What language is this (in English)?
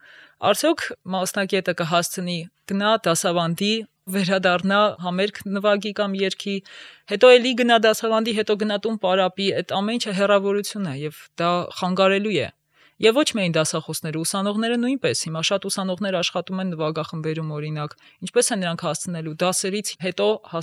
Armenian